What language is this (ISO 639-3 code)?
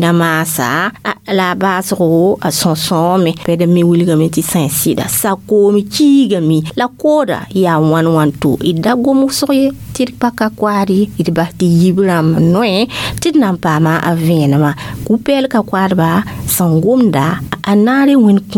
mos